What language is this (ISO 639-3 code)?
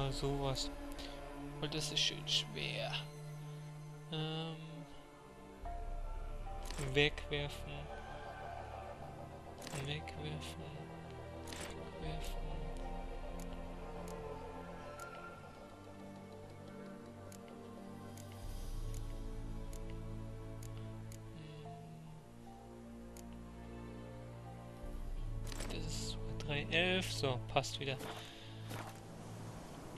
deu